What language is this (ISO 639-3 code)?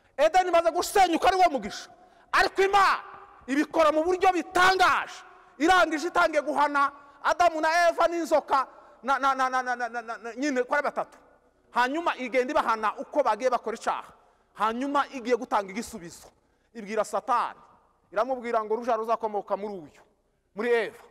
kin